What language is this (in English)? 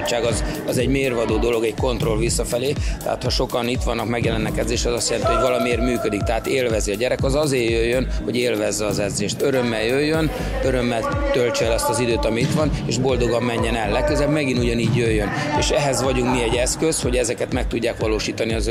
Hungarian